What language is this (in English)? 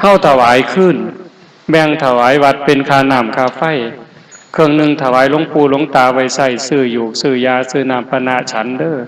Northeastern Thai